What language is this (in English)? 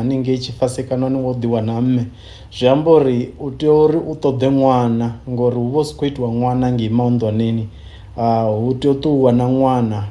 Venda